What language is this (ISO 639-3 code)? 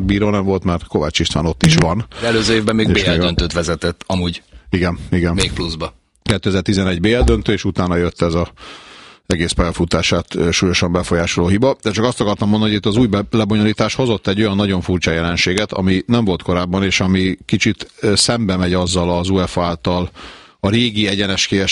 hun